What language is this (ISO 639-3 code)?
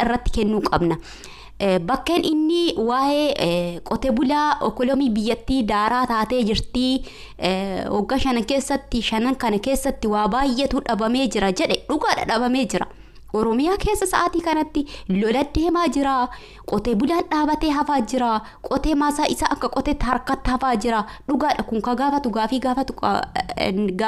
orm